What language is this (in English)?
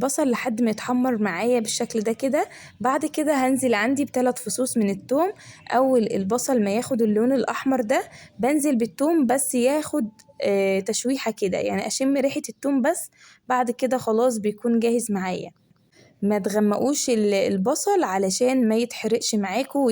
Egyptian Arabic